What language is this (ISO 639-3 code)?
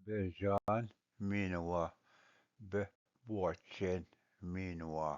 oji